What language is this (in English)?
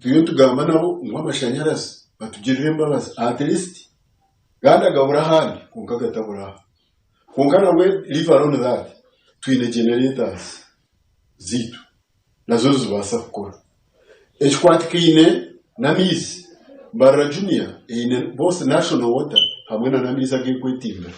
Nyankole